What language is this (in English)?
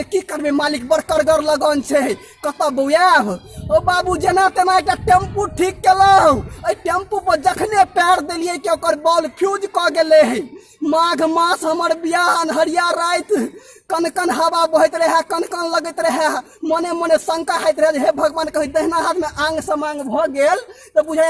Maithili